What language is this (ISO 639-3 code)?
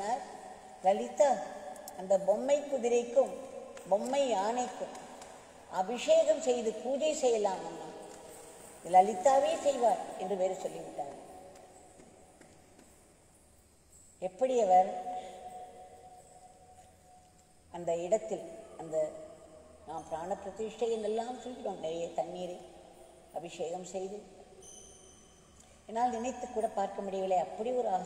tam